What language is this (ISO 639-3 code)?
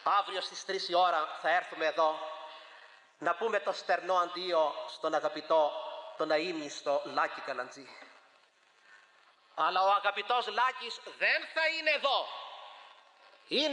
ell